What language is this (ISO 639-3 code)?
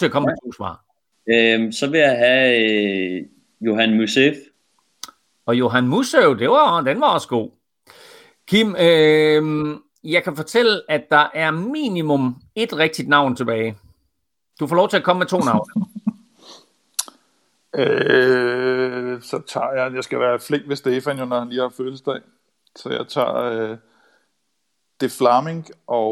dan